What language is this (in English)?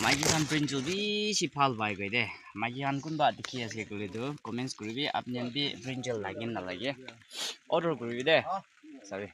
Naga Pidgin